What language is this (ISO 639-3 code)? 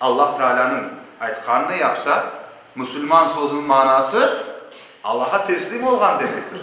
crh